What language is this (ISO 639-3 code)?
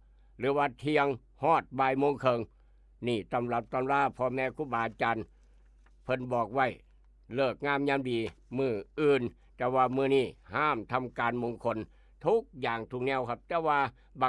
tts